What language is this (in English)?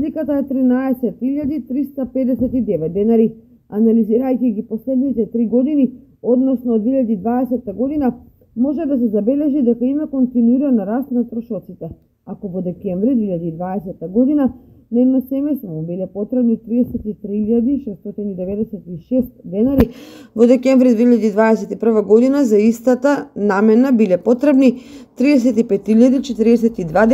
Macedonian